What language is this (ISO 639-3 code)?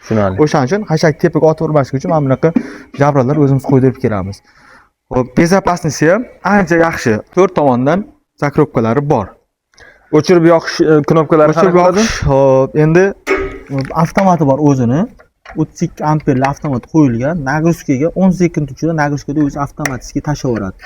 uzb